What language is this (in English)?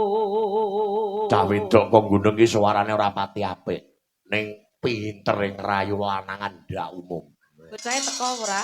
Javanese